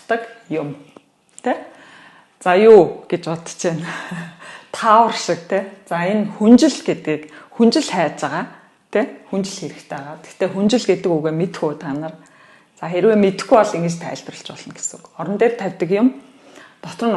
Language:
Mongolian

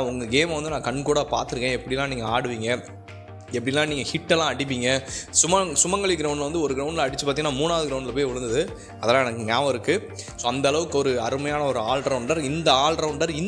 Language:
Tamil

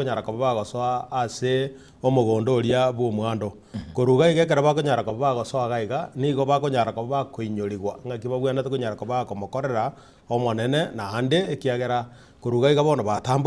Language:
Gusii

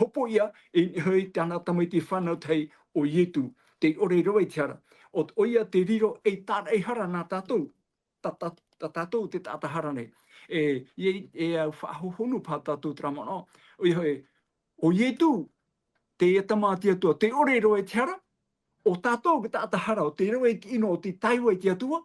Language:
Tahitian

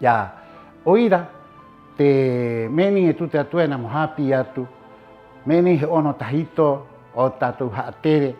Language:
Rapanui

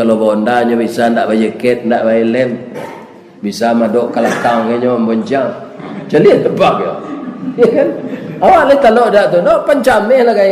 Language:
Minangkabau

